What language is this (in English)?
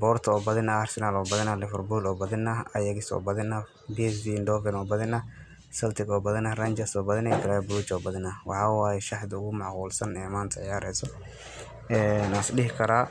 Somali